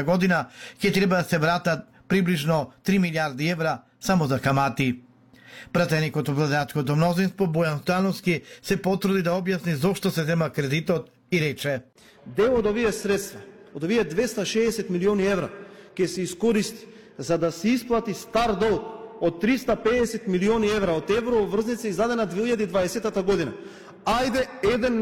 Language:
Macedonian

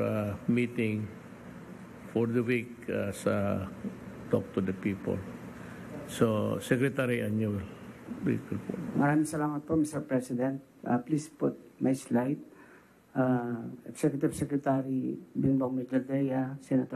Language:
Filipino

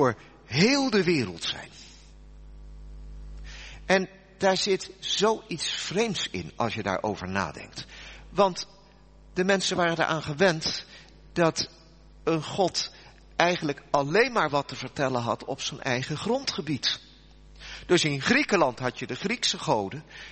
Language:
Dutch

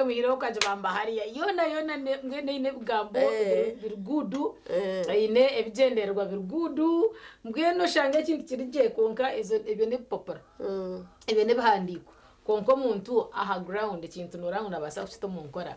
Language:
Nyankole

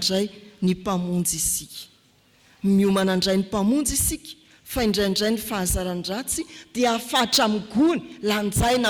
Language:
Malagasy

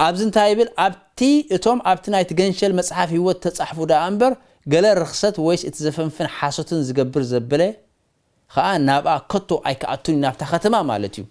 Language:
Tigrinya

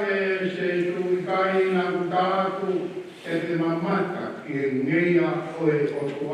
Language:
Tongan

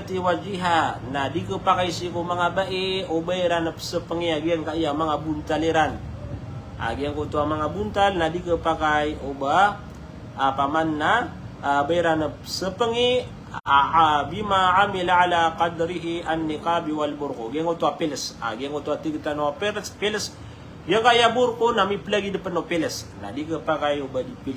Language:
Maranao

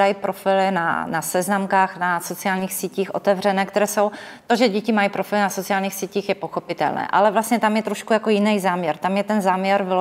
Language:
Czech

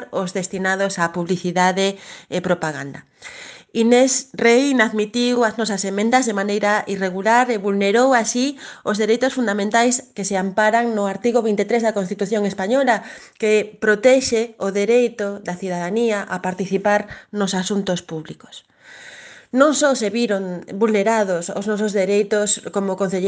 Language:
Galician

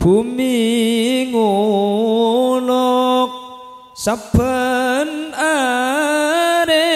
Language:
Madurese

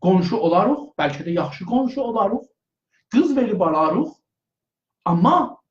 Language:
South Azerbaijani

